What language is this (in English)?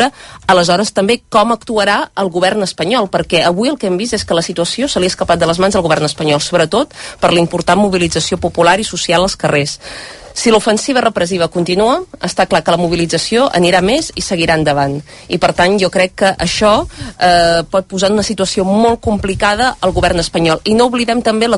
Catalan